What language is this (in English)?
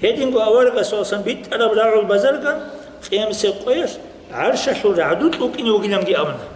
Avaric